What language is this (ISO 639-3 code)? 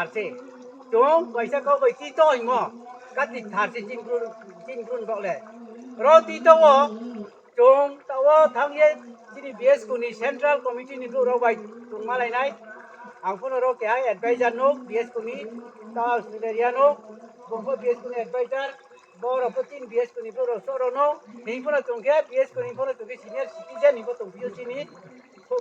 ria